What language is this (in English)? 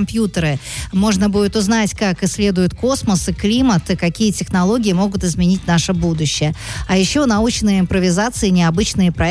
Russian